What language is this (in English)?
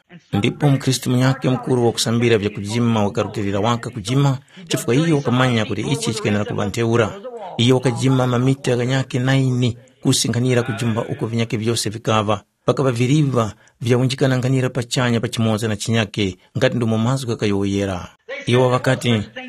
Tumbuka